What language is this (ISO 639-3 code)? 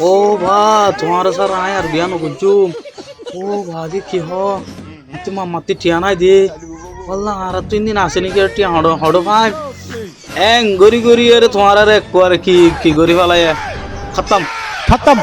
rhg